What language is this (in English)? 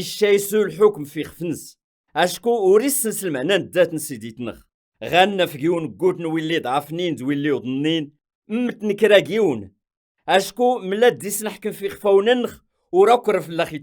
Kabyle